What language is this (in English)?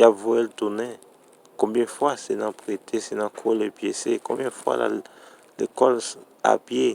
Haitian Creole